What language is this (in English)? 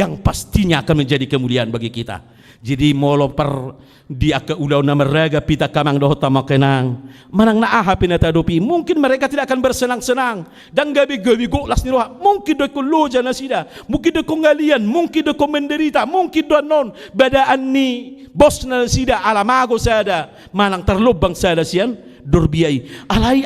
Batak Toba